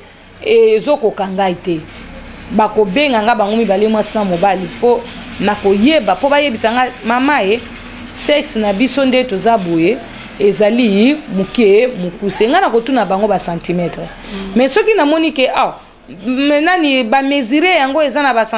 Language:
Lingala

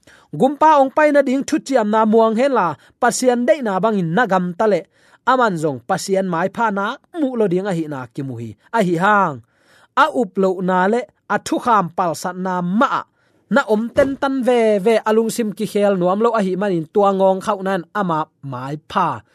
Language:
Tedim Chin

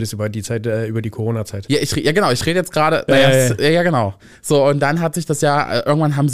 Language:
German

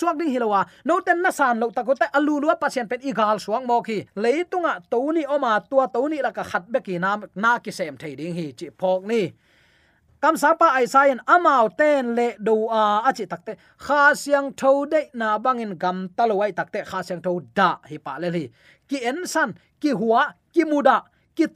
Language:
Tedim Chin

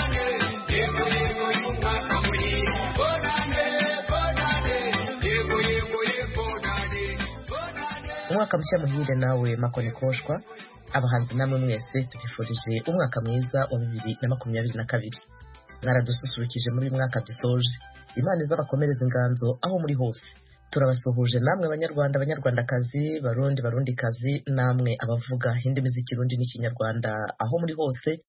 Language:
Kinyarwanda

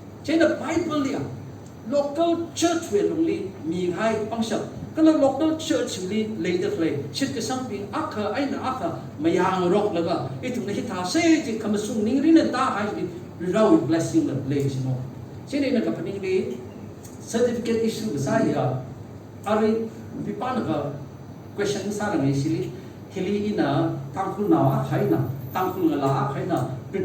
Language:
Tangkhul Naga (India)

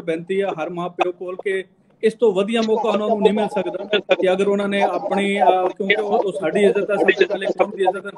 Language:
Punjabi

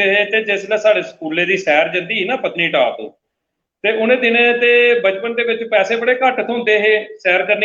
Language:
Dogri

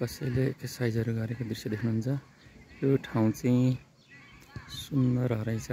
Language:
Nepali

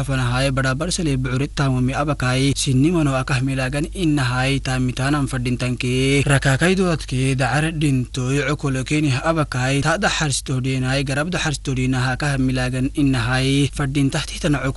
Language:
Afar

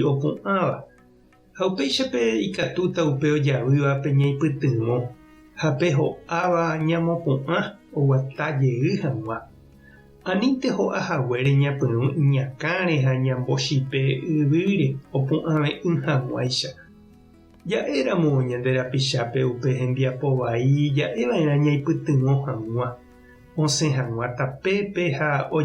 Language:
Guarani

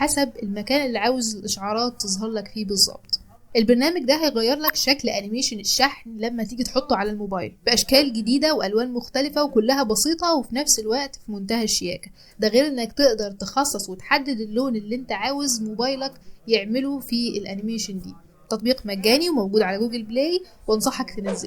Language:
Egyptian Arabic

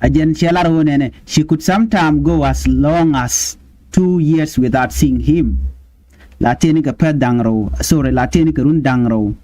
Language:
Nuer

